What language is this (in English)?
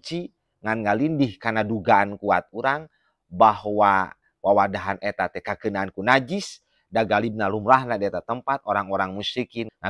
Sundanese